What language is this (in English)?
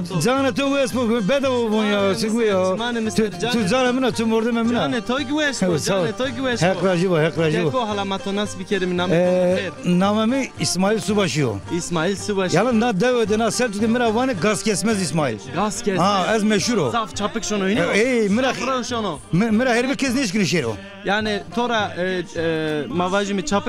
Zaza